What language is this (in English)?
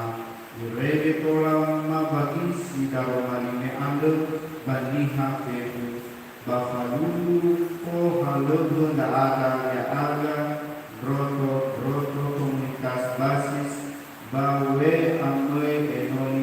Nias